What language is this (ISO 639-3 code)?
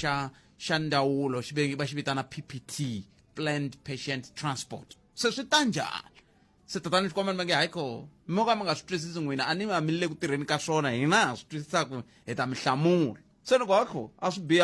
tso